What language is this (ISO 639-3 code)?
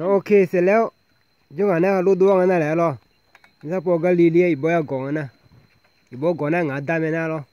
ahk